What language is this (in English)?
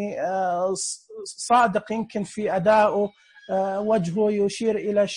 Najdi Arabic